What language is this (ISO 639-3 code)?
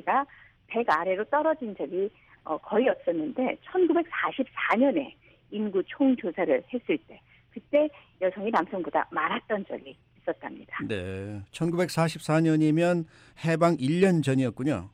kor